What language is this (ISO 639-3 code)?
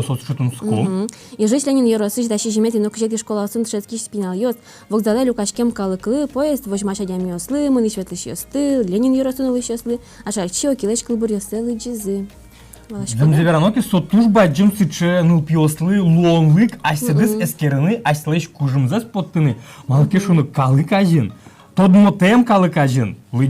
udm